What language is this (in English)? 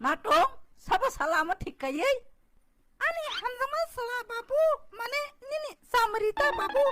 Kok Borok